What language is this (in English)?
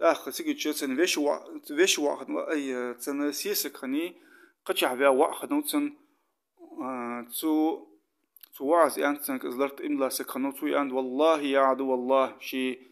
Ingush